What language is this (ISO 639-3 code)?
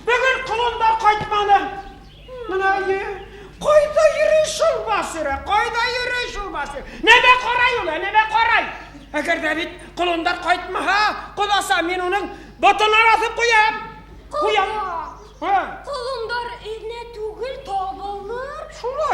bak